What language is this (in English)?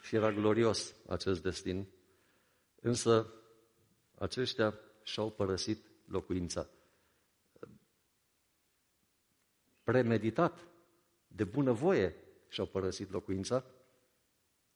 Romanian